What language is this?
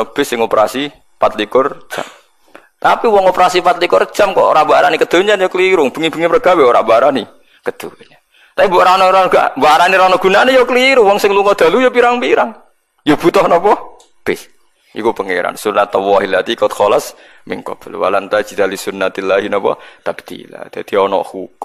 Javanese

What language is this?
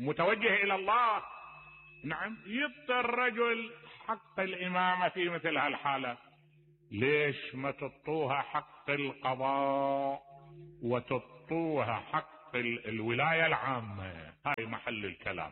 Mesopotamian Arabic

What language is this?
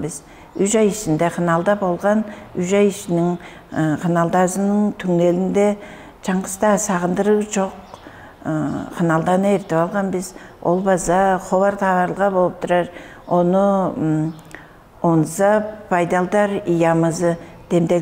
Tuvinian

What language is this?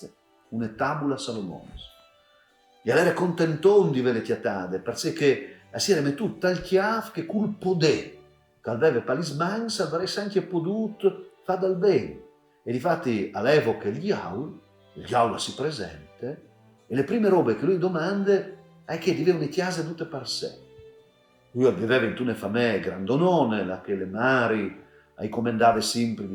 Friulian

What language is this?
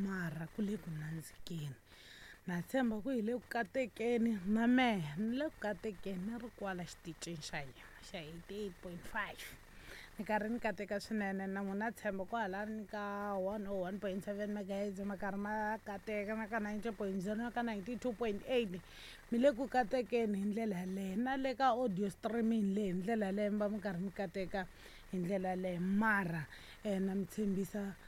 Tsonga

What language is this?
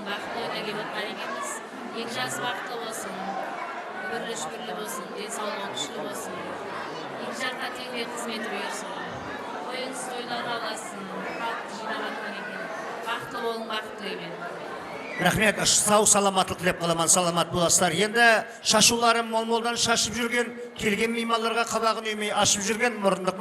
Kara-Kalpak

